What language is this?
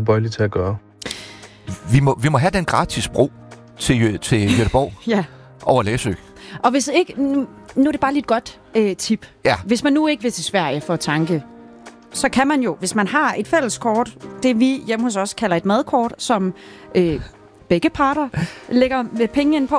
Danish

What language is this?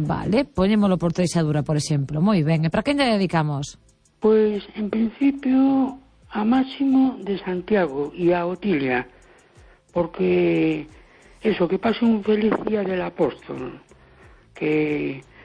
Galician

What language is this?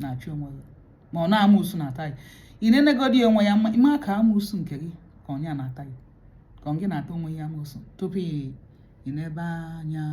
Igbo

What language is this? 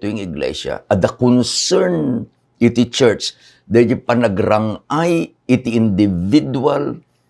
Iloko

